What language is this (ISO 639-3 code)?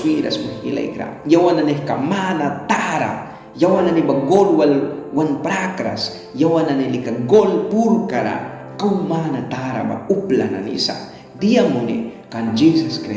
miq